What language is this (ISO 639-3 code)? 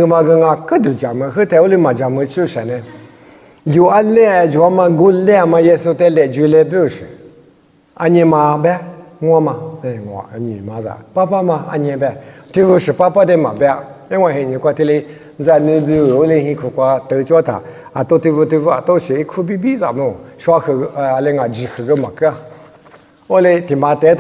lis